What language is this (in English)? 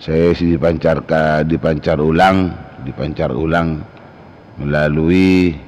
Madurese